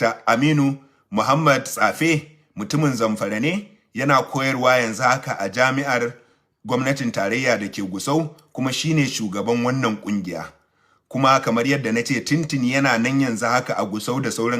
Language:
Hausa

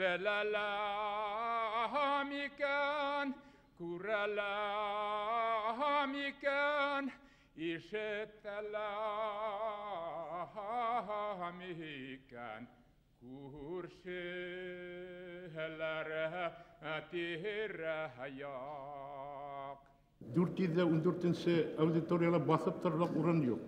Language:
Bashkir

